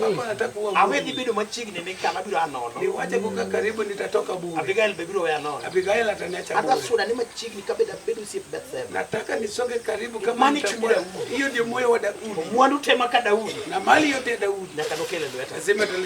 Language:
Luo (Kenya and Tanzania)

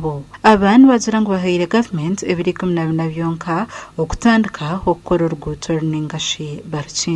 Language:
Nyankole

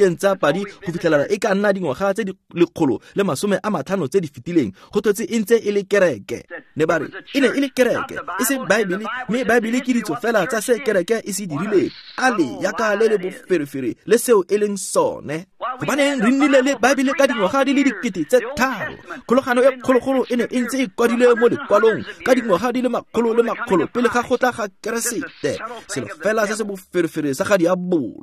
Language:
Tswana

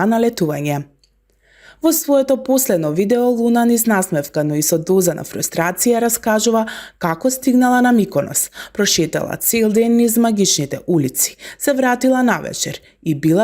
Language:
Macedonian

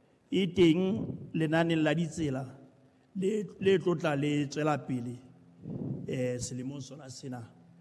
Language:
Southern Sotho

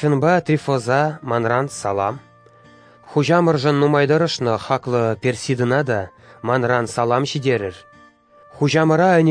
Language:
Chuvash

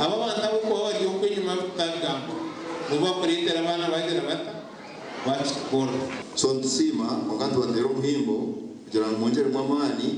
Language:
Nyankole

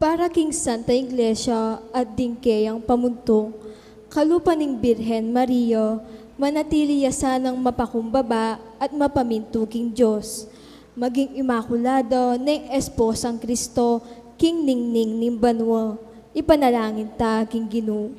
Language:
Pampanga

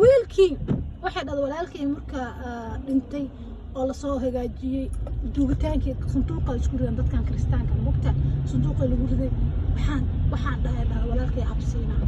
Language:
Somali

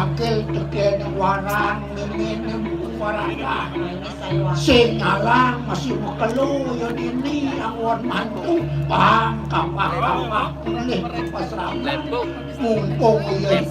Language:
Balinese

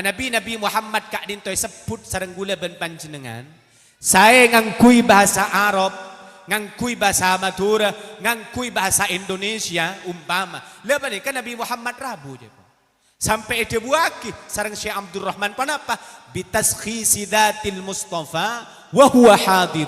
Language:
Madurese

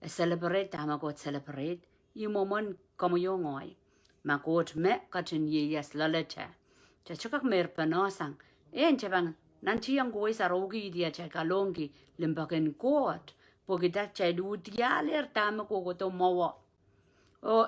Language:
Pohnpeian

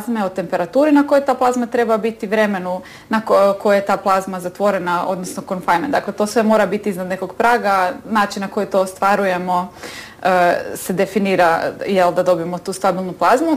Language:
Croatian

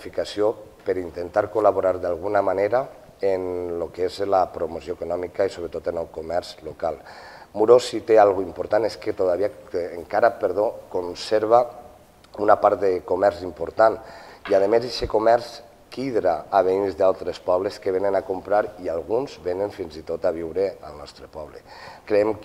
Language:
Catalan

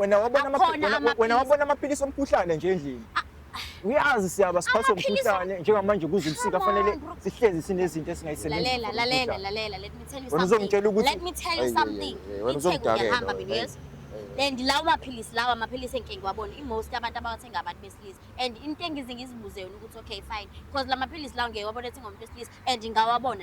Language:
Zulu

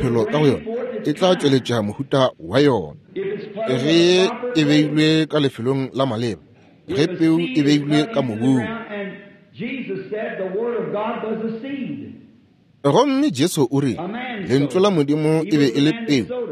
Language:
Northern Sotho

